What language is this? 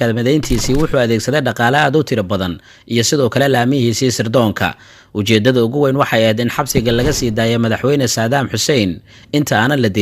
Somali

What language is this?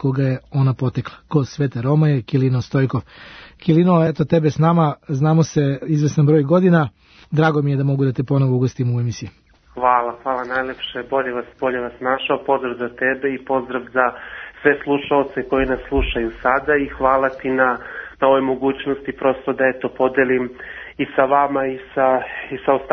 Serbian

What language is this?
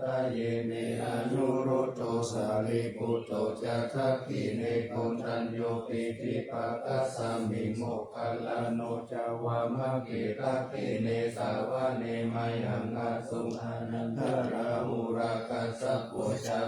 Pali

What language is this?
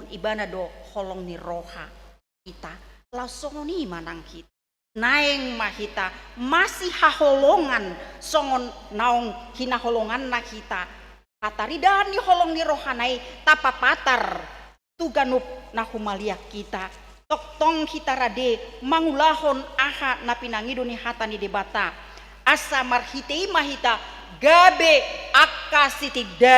Batak Toba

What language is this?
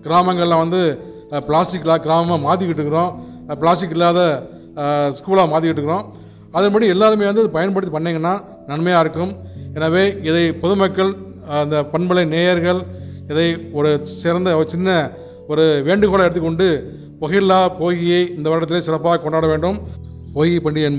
Tamil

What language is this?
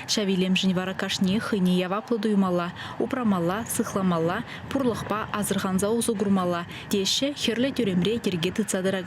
Chuvash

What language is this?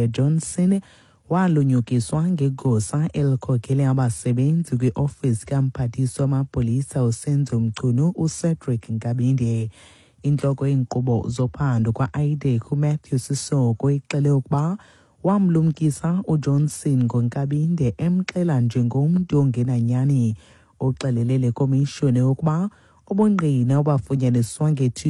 Xhosa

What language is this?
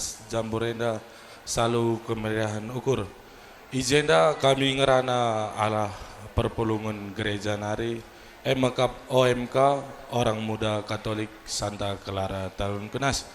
Batak Karo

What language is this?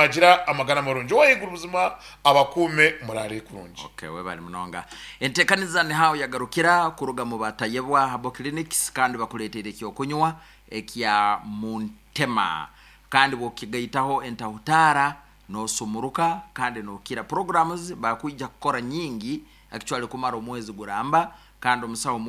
Nyankole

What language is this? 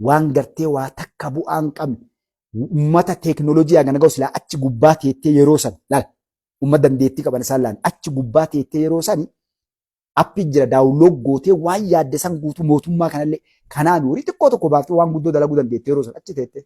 Oromo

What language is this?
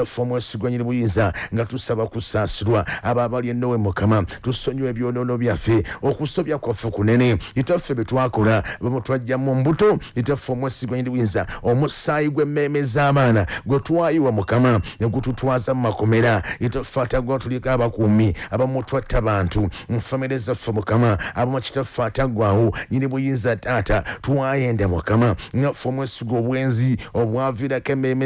Ganda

